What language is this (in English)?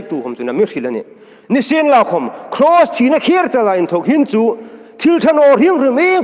Hmar